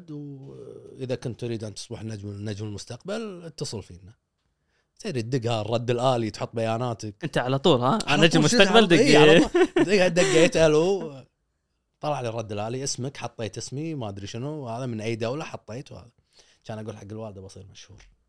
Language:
Gulf Arabic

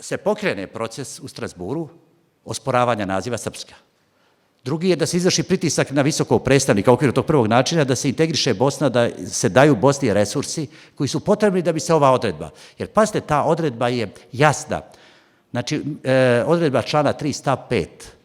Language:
Bosnian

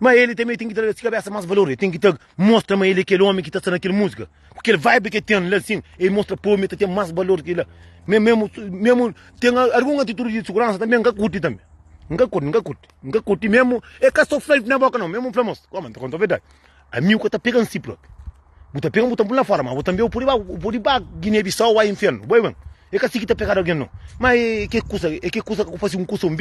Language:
Kabuverdianu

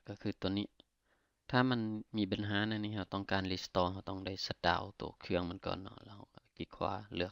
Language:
Lao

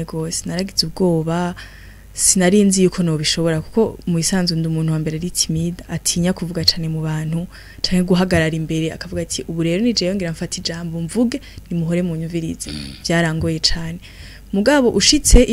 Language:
Rundi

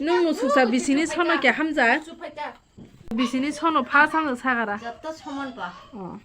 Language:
Kok Borok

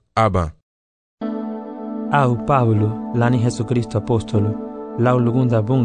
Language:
Garifuna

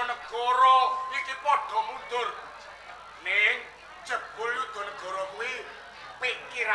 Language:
Javanese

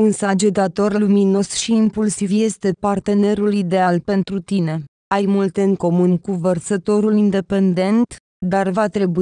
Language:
Romanian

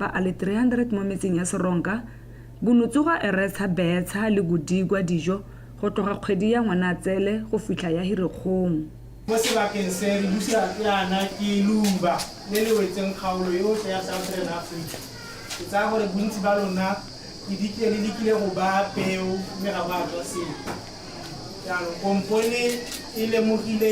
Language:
Tswana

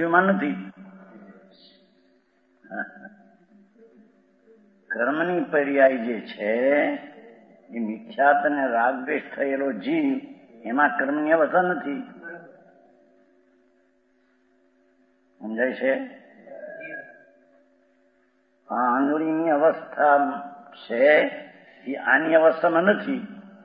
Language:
Gujarati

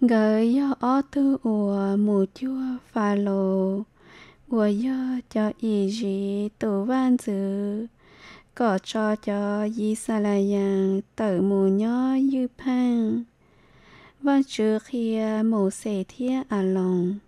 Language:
Hmong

